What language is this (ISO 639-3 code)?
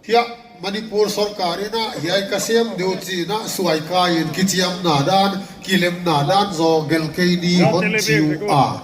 pck